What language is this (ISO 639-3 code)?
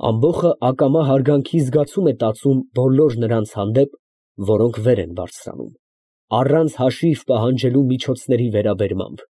hye